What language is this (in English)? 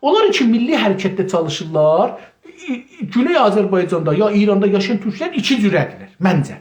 South Azerbaijani